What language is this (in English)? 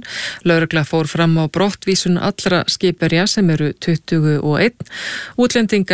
Icelandic